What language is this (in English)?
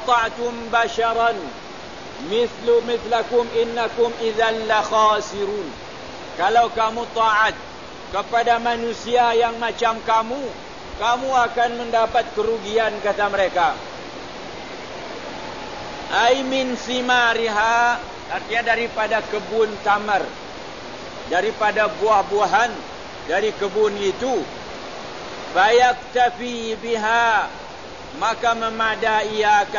Malay